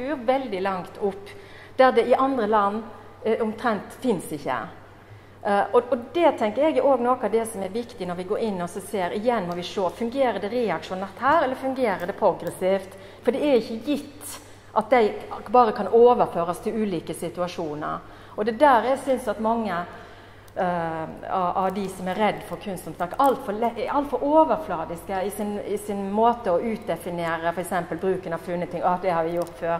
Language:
Norwegian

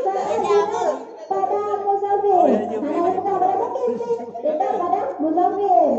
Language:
Achinese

